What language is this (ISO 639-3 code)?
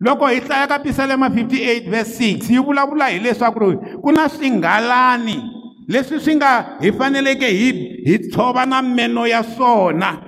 tso